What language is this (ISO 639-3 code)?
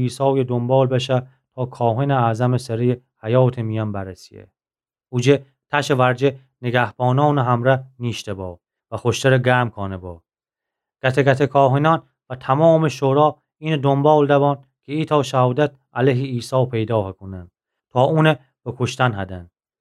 glk